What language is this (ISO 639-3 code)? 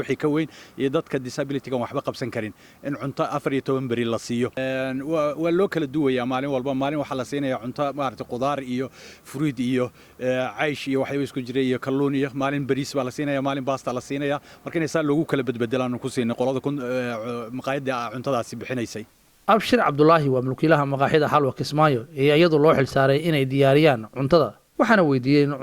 som